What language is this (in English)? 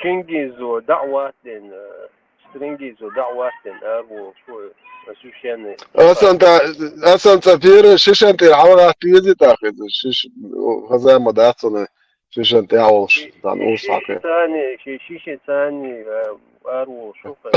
Chechen